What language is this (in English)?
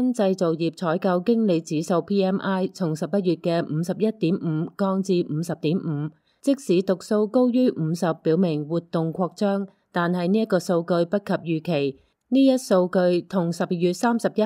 Cantonese